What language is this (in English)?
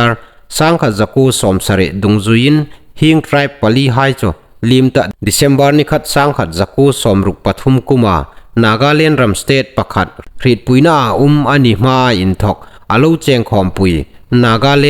Hmar